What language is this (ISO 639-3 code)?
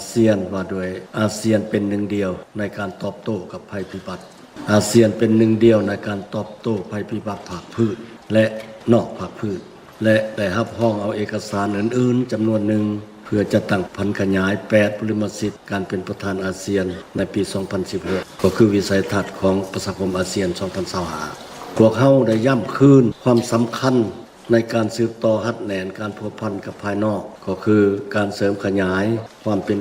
lao